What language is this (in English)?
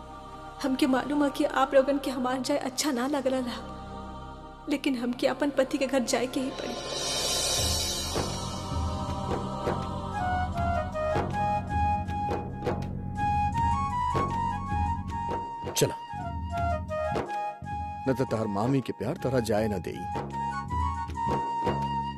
Bhojpuri